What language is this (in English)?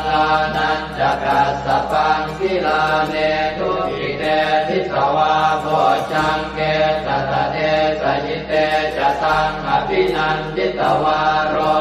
Pali